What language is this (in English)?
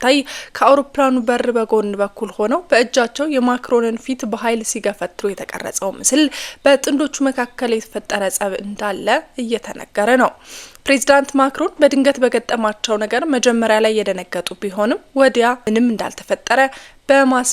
Amharic